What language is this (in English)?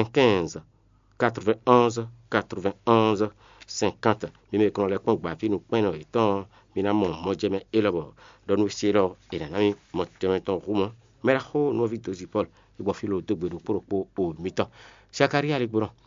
Fon